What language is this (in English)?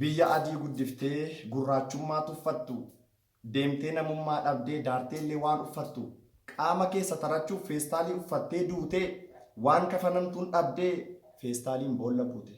Oromo